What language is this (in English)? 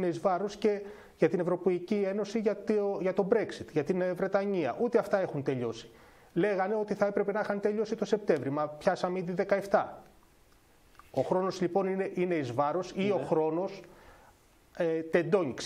Greek